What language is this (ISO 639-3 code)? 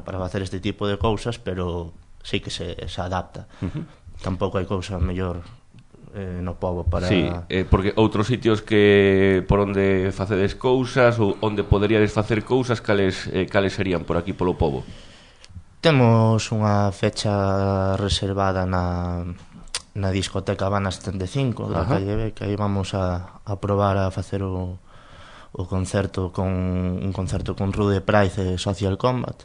glg